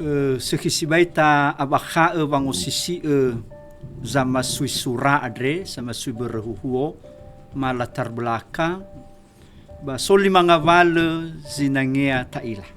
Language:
Nias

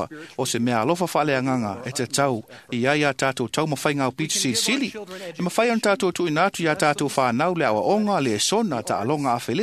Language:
Samoan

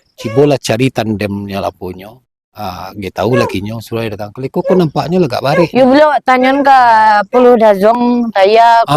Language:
Minangkabau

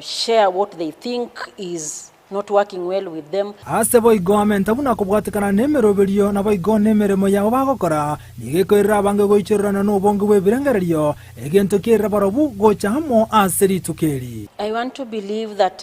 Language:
Gusii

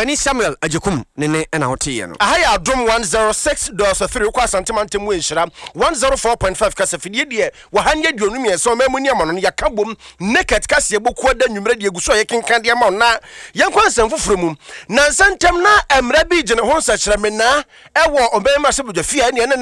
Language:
Akan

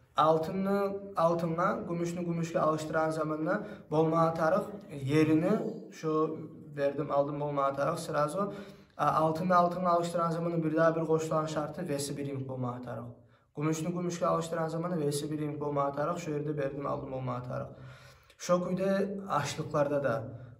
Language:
Kumyk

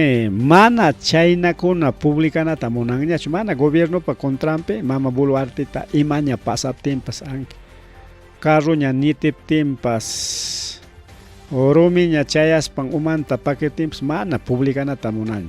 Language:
Ayacucho Quechua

